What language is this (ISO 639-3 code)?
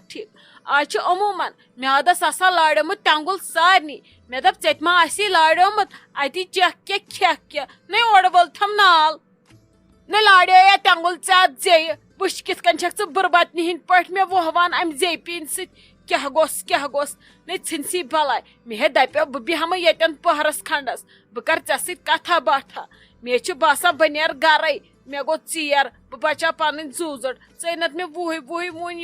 kas